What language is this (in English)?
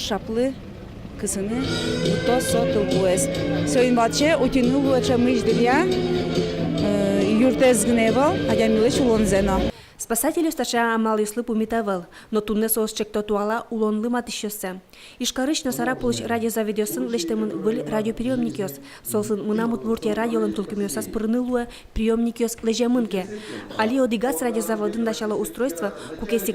Udmurt